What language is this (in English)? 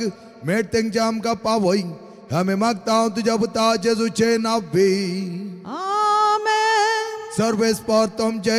Konkani